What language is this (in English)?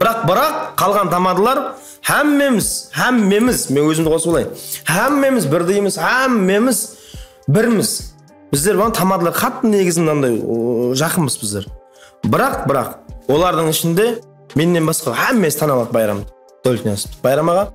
Kara-Kalpak